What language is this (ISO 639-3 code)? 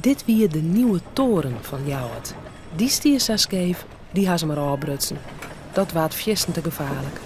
fry